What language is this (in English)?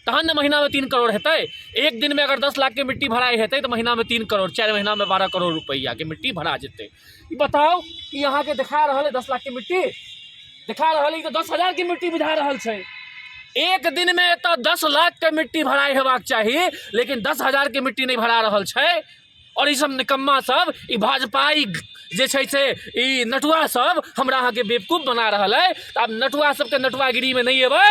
Maithili